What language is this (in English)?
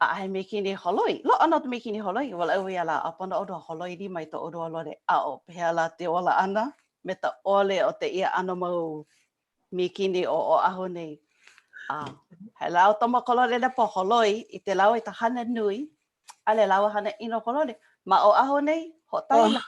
Hawaiian